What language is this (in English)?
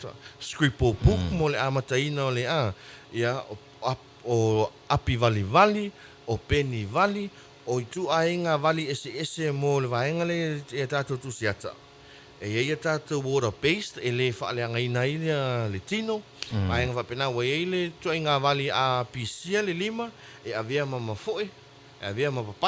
Samoan